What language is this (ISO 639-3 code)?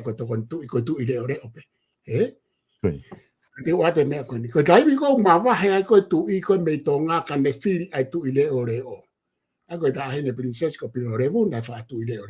ton